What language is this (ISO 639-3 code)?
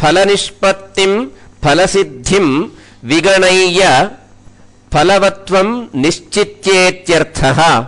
san